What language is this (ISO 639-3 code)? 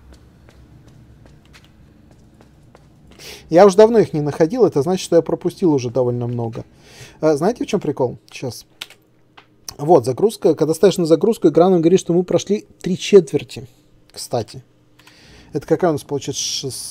rus